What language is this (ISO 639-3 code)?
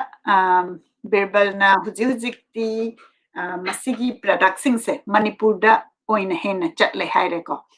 mni